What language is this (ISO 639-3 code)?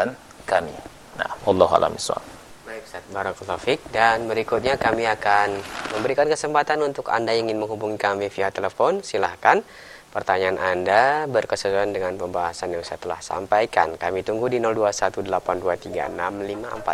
ind